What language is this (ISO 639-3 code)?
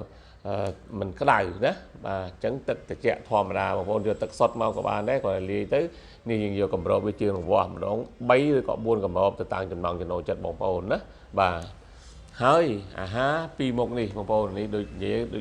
khm